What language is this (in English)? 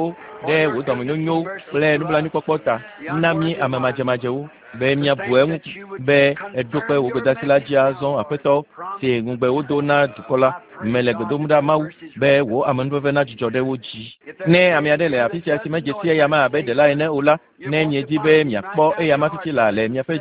Ewe